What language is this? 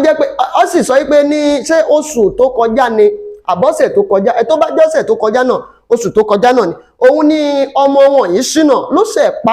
Yoruba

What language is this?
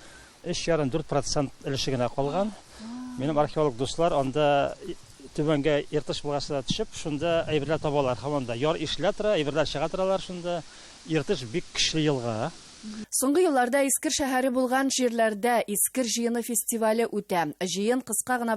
Tatar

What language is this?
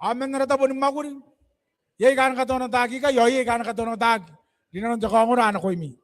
Gilbertese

